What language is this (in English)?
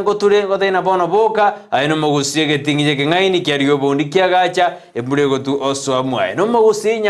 Gusii